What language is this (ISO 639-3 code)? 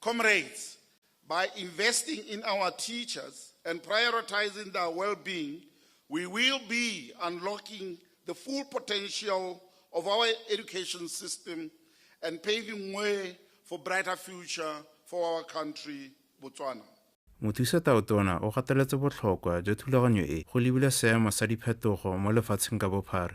tsn